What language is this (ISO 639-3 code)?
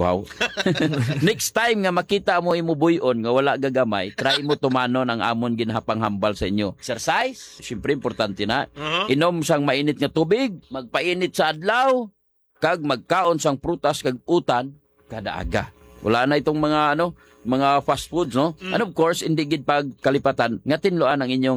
hil